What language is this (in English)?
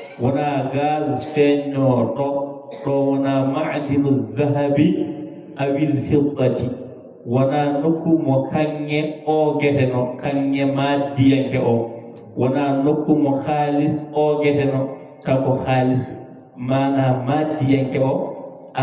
Fula